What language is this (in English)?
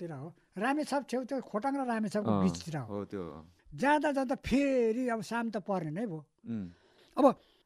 Nepali